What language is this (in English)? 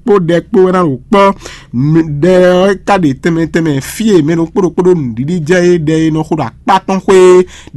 Fon